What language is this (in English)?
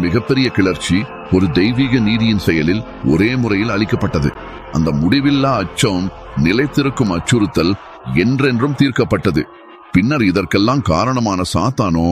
Tamil